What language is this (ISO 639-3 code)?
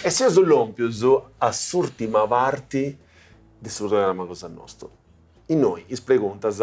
srd